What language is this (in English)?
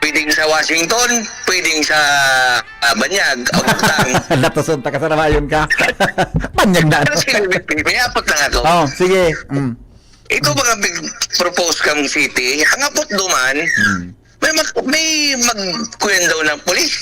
Bikol